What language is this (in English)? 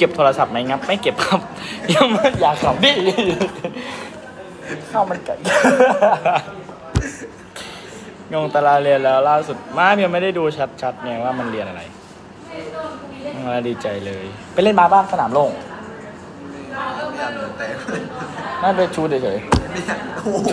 Thai